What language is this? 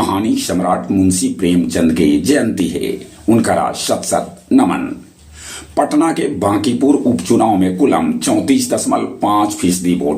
Magahi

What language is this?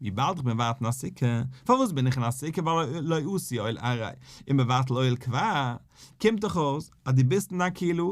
Yiddish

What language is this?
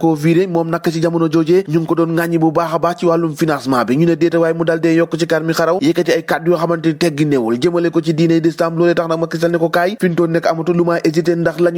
Wolof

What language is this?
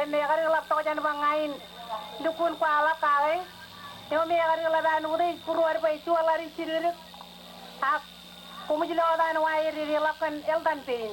Marshallese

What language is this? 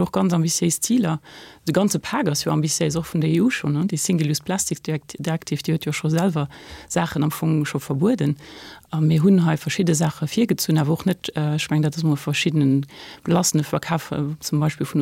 Luxembourgish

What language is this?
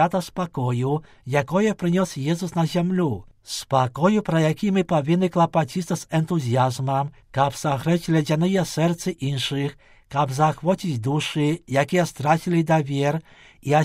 Belarusian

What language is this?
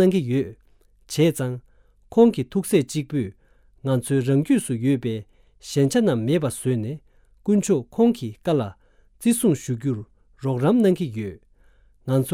Tibetan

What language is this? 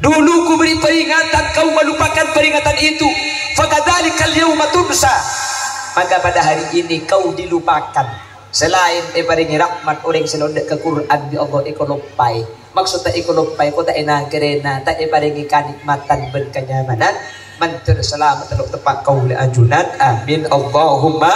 Madurese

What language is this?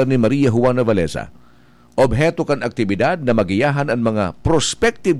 Bikol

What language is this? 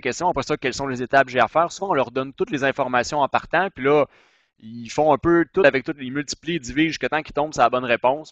French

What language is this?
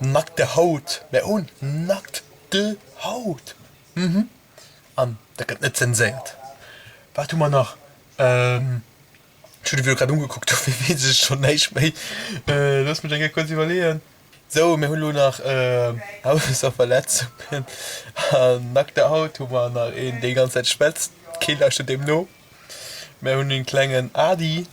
Luxembourgish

